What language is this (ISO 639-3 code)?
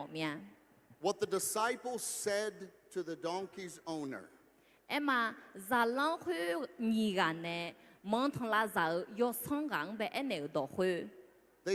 ahk